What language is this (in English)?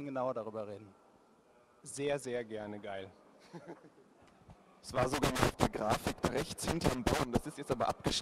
German